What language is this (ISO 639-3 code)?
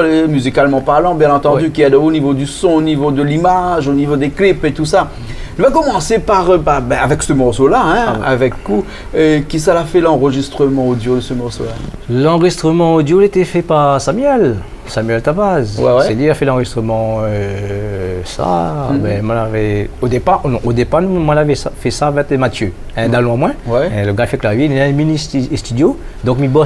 rcf